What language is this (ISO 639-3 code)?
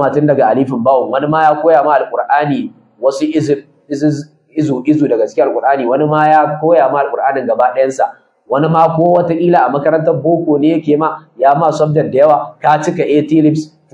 hau